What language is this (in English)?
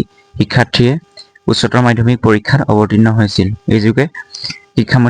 Assamese